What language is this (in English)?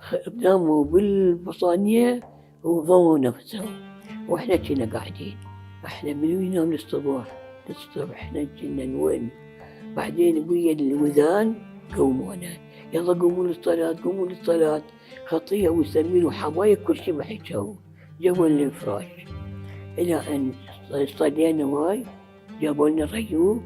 Mesopotamian Arabic